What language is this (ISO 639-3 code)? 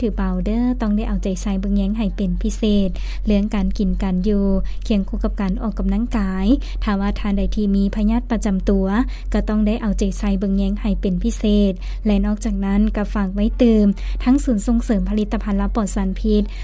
lao